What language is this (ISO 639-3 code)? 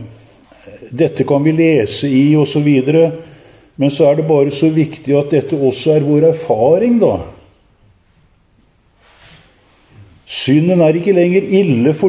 nor